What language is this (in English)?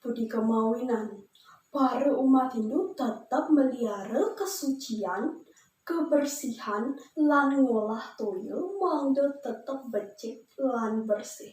Balinese